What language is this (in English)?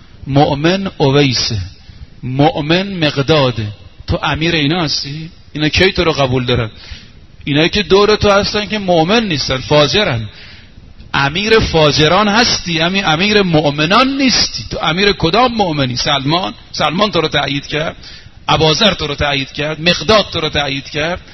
Persian